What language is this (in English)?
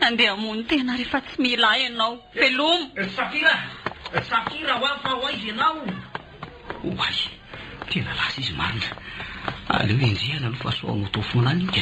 Malagasy